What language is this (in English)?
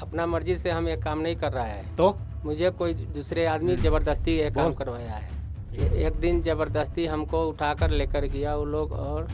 Tangkhul Naga (India)